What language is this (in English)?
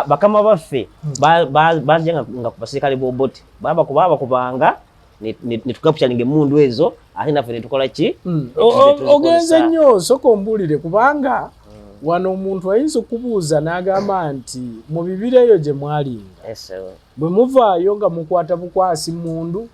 Ganda